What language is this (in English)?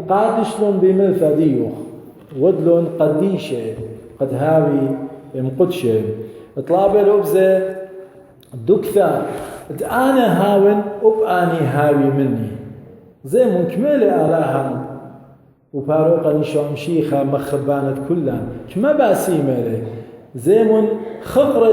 Assyrian Neo-Aramaic